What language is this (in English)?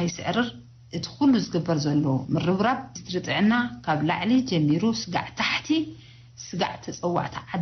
Tigrinya